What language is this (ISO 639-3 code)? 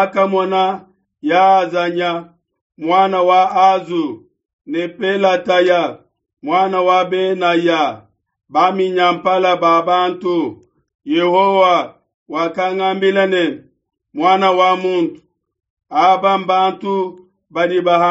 lua